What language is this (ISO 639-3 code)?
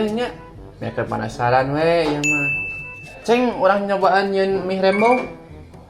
sun